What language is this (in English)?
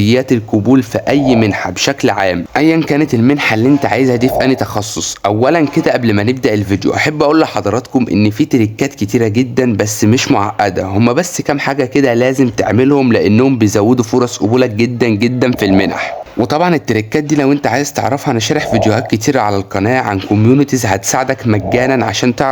Egyptian Arabic